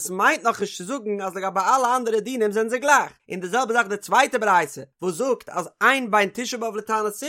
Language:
Yiddish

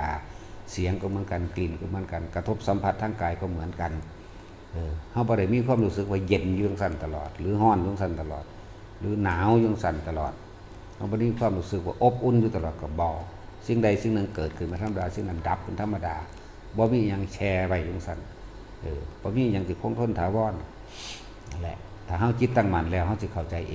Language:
Northeastern Thai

